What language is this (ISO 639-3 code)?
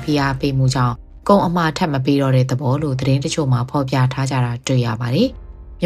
mya